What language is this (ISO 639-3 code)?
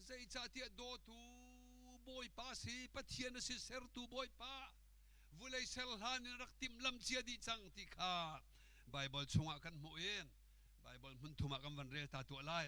cnh